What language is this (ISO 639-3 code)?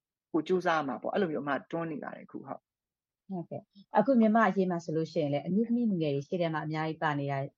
mya